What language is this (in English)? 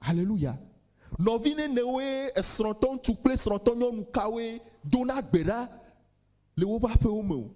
Ewe